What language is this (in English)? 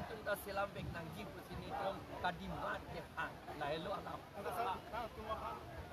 Karbi